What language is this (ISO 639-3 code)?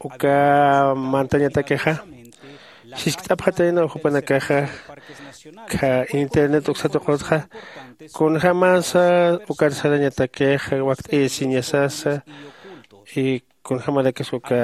aym